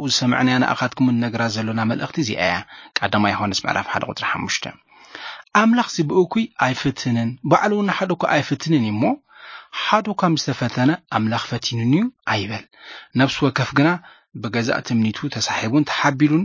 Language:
Tigrinya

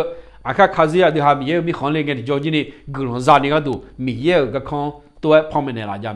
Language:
Akha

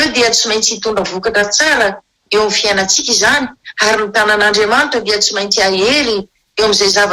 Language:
Malagasy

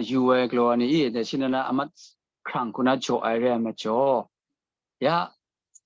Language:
Kachin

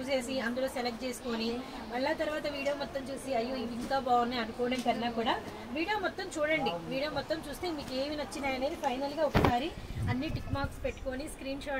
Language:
Telugu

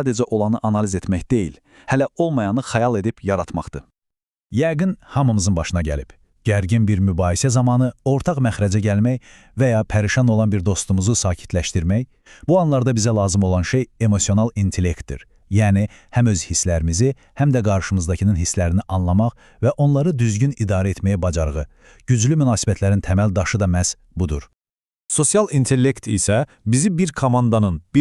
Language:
Azerbaijani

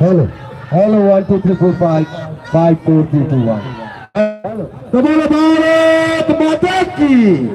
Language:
Kok Borok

